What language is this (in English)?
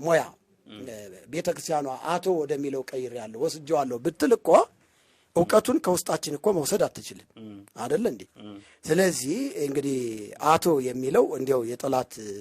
Amharic